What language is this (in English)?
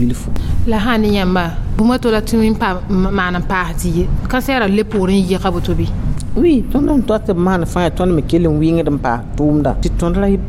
Mossi